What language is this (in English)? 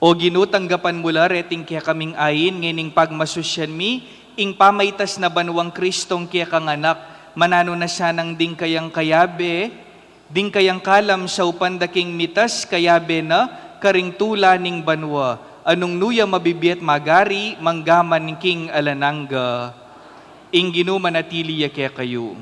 Pampanga